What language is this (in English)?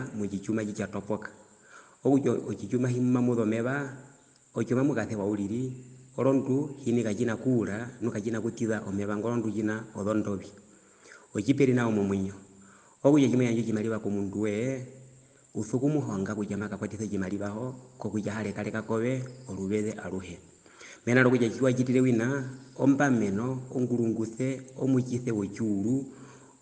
Herero